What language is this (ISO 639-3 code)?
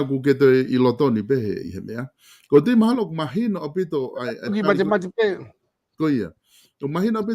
ton